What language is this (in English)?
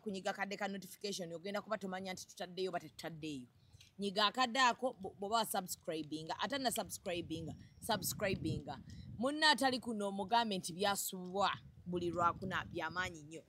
Ganda